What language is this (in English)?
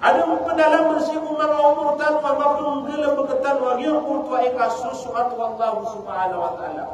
Maranao